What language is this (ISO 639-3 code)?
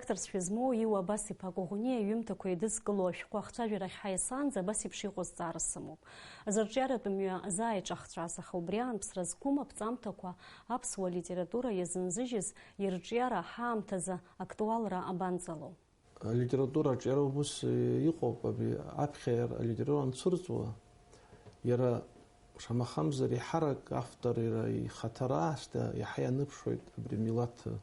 abk